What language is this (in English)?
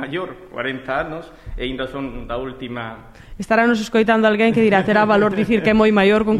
Galician